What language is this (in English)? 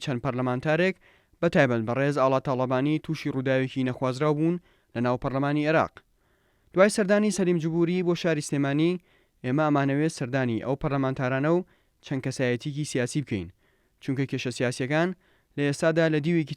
Central Kurdish